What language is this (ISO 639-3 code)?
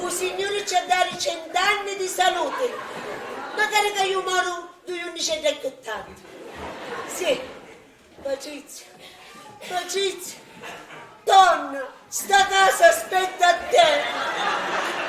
scn